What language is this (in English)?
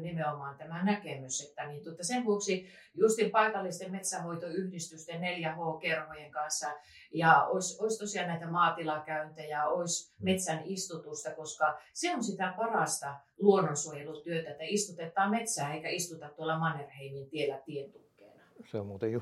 Finnish